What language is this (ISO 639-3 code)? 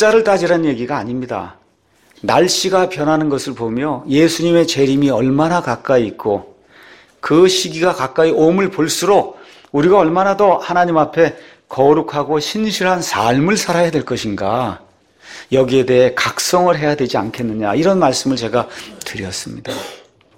kor